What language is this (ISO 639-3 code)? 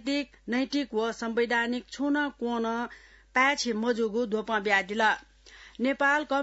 new